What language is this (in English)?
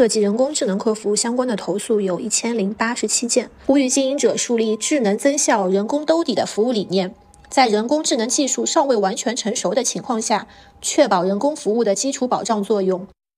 Chinese